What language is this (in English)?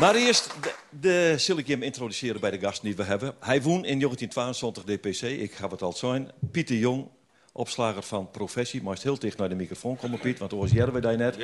Western Frisian